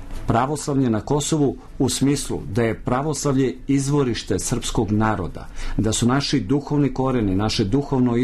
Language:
Serbian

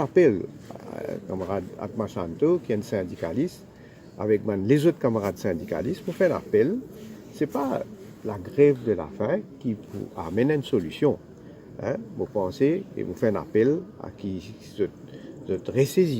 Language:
Morisyen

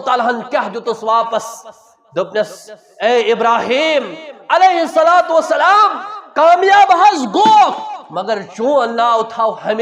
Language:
Kashmiri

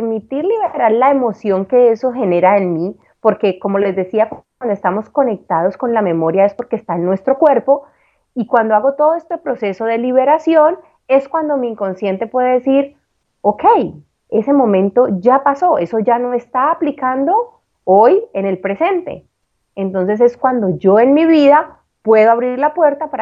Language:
Spanish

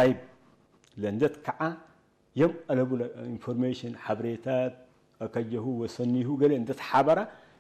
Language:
Tigre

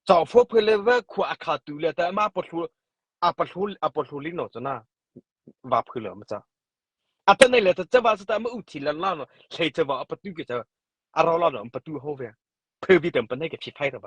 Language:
Mara Chin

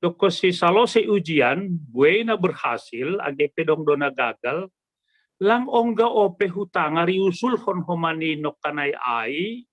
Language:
Batak Simalungun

